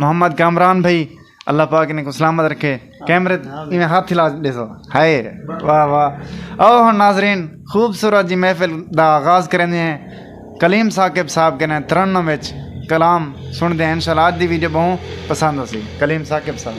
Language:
Saraiki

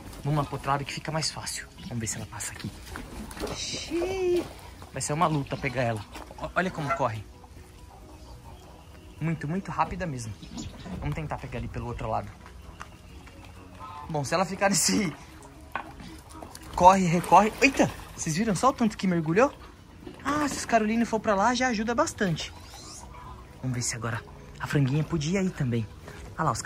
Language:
Portuguese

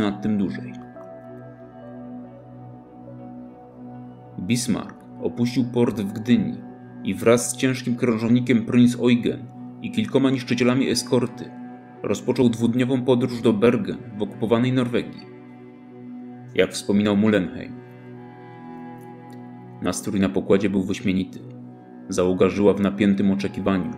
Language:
Polish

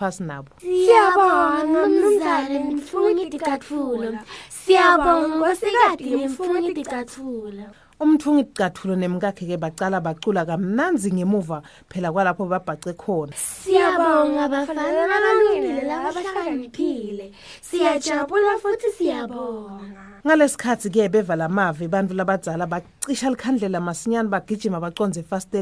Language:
Swati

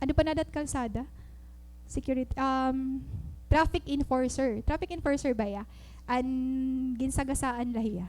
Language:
Waray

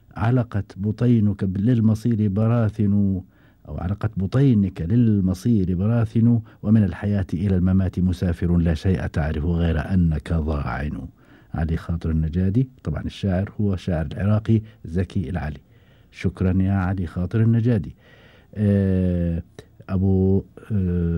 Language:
Gulf Arabic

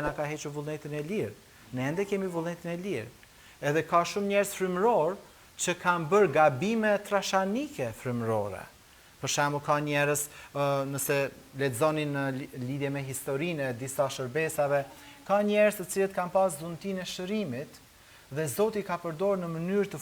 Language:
Albanian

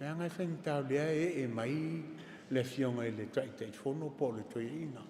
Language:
Samoan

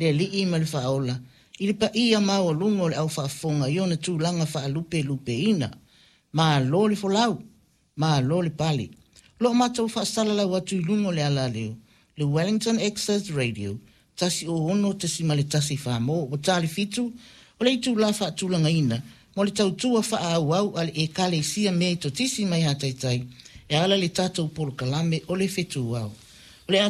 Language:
Samoan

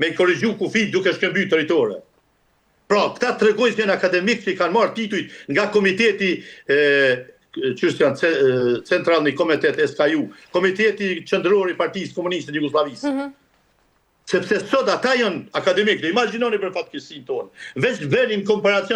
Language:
Albanian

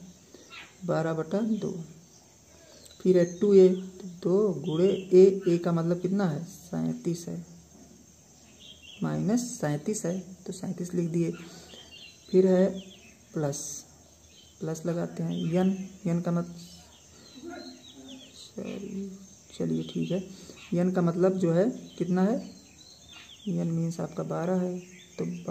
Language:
Hindi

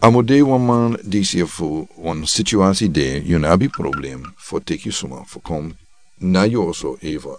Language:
Sranan Tongo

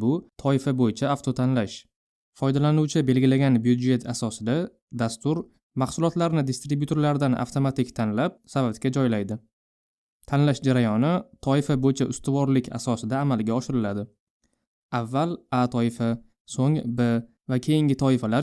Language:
Uzbek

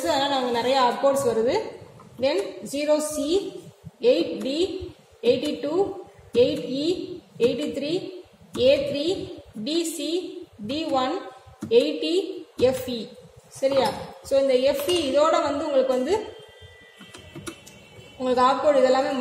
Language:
Tamil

